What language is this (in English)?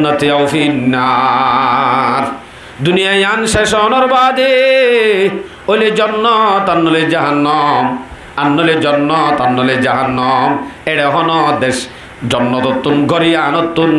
Rohingya